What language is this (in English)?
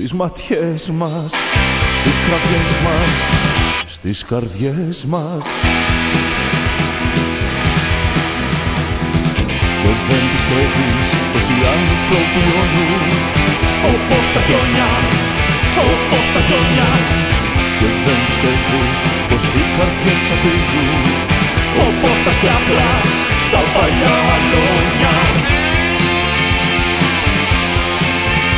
Greek